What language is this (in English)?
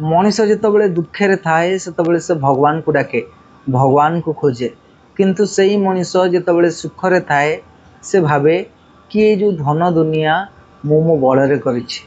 Odia